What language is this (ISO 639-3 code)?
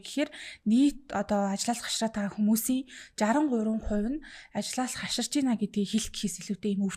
mon